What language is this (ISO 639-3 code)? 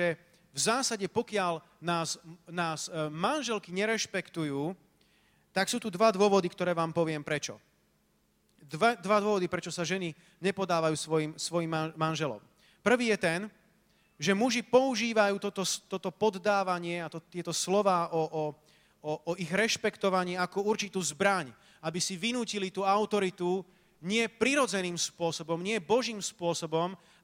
slk